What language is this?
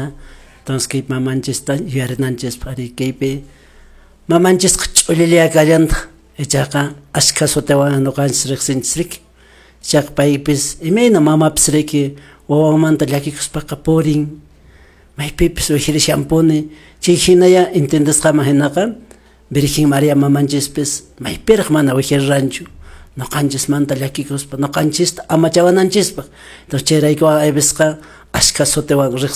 Quechua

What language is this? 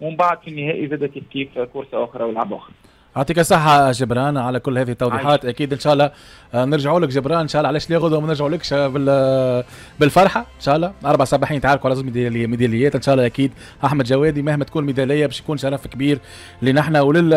Tunisian Arabic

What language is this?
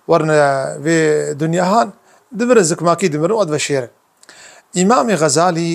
Kurdish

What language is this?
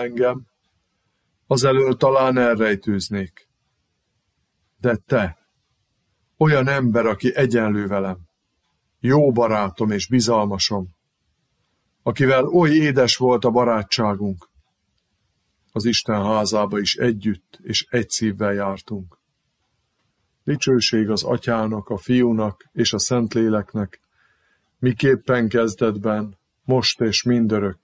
Hungarian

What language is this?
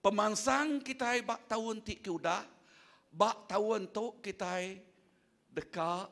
Iban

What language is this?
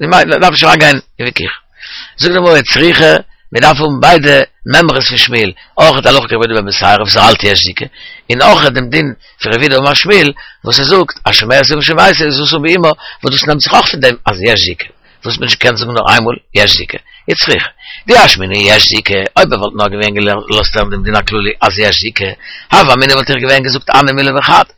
Yiddish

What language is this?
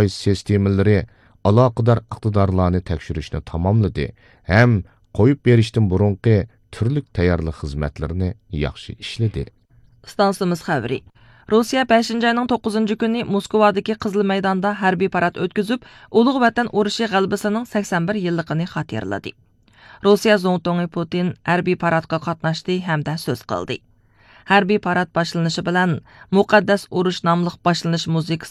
Uyghur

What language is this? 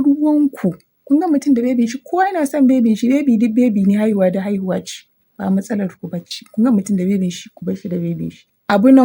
Hausa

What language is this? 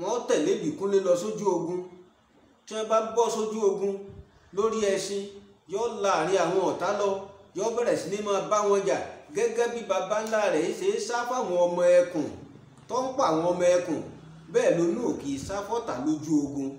Yoruba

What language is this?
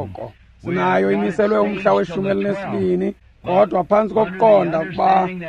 Xhosa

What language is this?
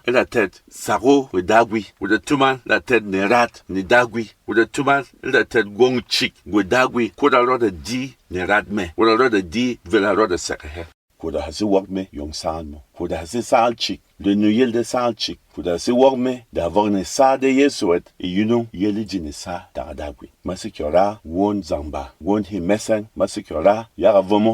Berom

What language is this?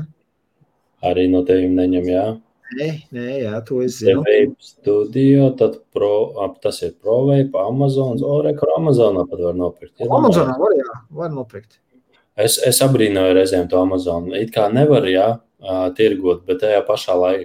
Latvian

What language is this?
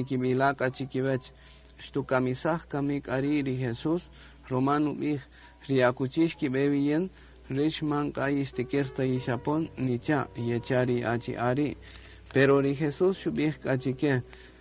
Kaqchikel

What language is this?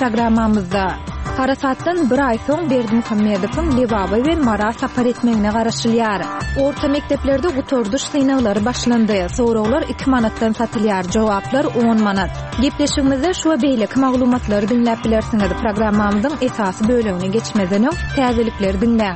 Kyrgyz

